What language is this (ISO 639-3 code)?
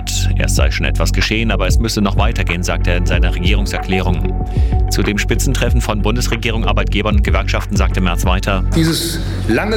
deu